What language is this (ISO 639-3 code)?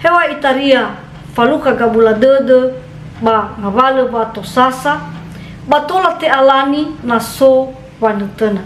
nia